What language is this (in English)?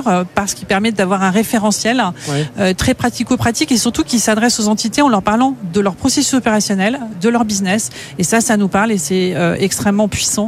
French